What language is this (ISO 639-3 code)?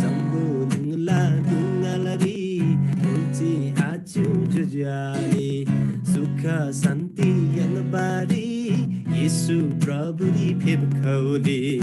taj